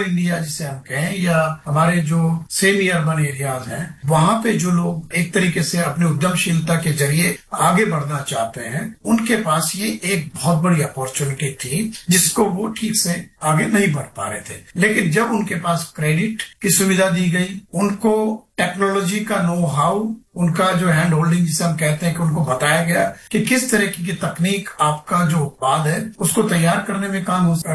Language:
Hindi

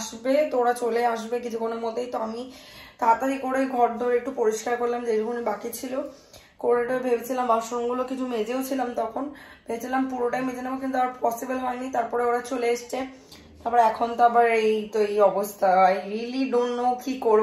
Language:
Bangla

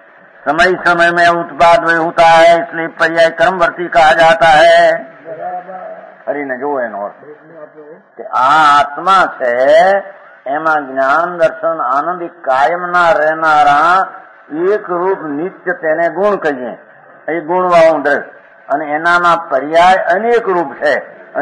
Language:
Gujarati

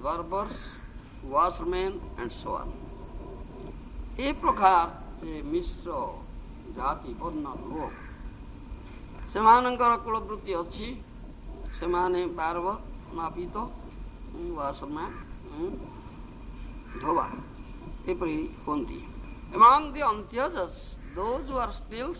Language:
Odia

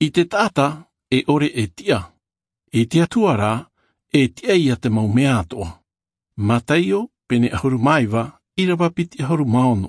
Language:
Tahitian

